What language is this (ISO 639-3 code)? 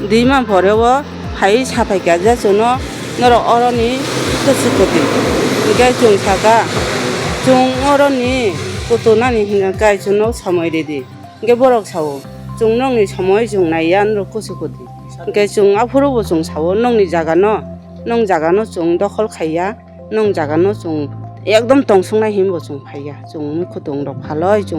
trp